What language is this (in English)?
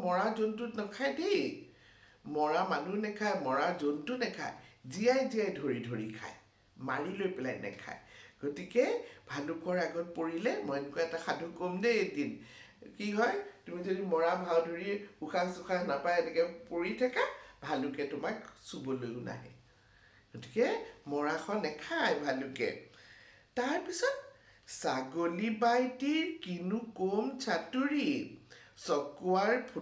Assamese